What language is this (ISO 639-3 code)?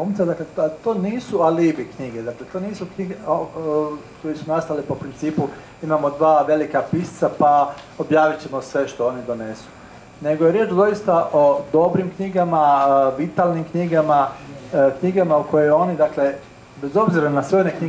hrv